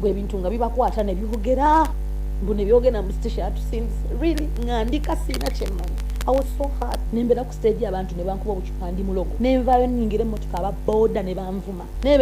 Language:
Ganda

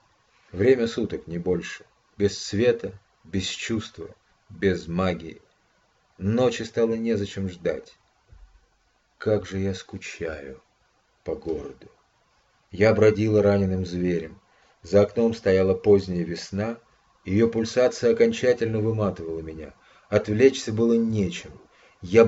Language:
Russian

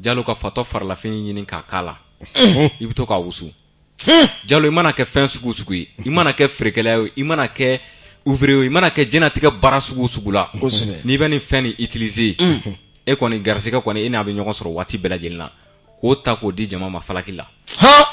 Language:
Bambara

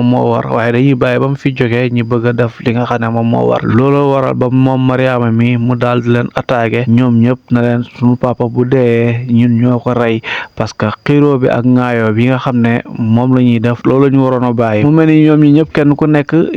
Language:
Wolof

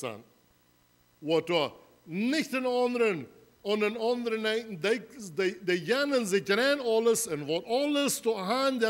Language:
Plautdietsch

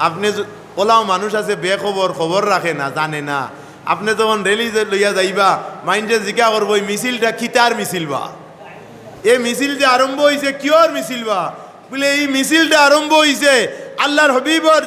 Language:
Sylheti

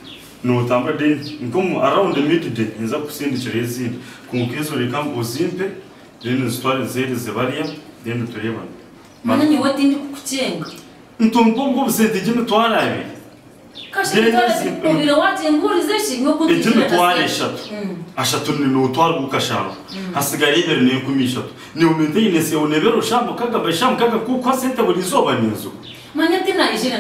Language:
Kinyarwanda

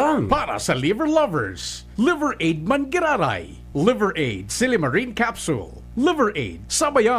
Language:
Bikol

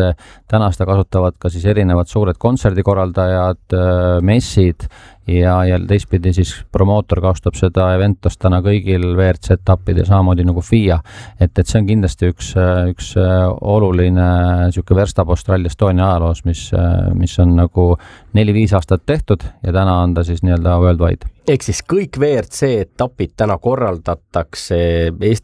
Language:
Estonian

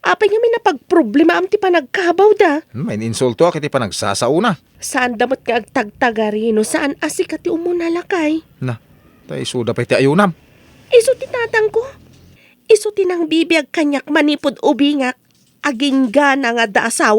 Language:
Iloko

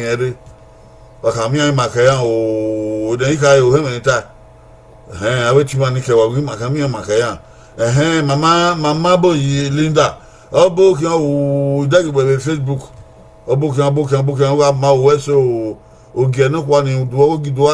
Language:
Bini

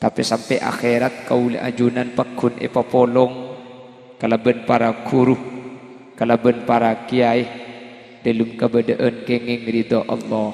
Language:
Madurese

